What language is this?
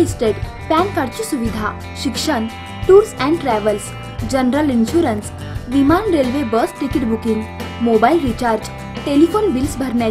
Marathi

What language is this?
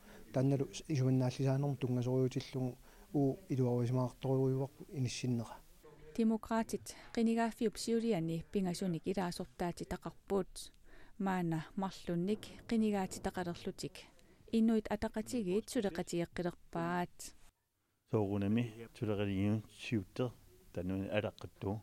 Kalaallisut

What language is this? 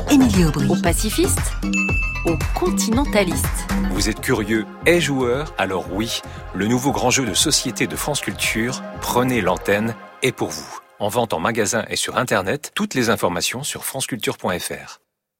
French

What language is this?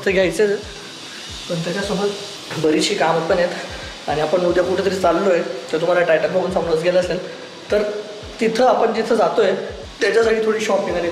Marathi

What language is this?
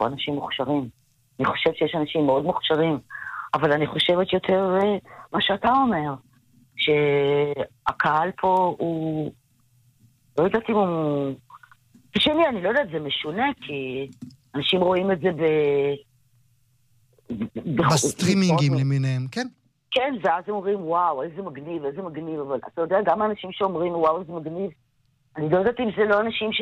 Hebrew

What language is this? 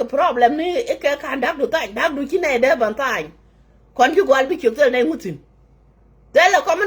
Nuer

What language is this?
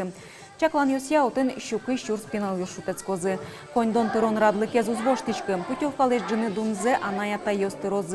Udmurt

